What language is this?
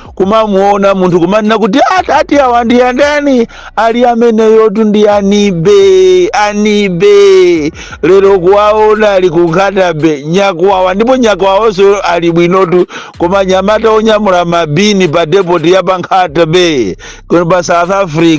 Nyanja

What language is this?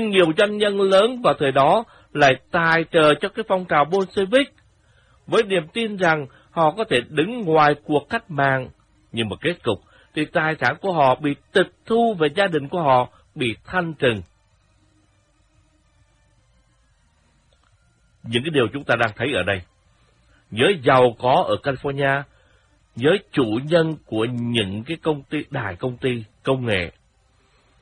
Vietnamese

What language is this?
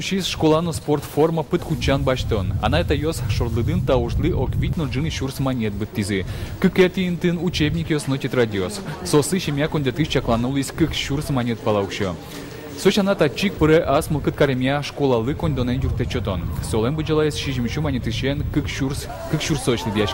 Udmurt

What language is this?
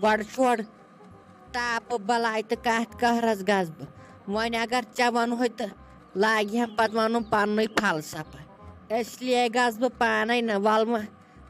Kashmiri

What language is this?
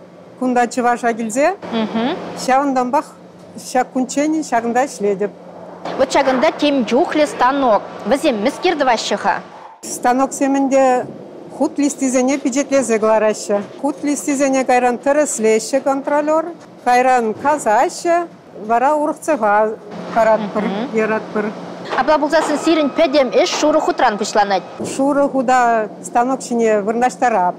Chuvash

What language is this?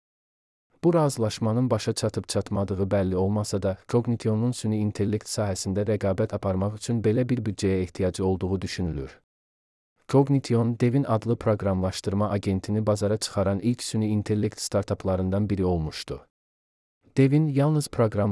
Azerbaijani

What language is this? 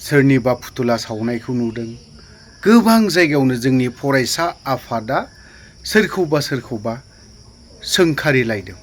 Bodo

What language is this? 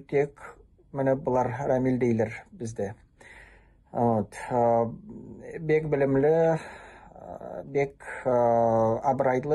Nogai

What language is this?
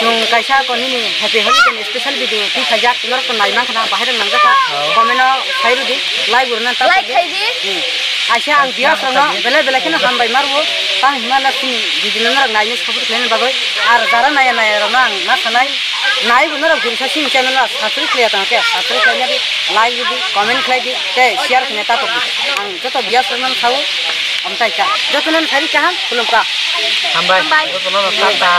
Kok Borok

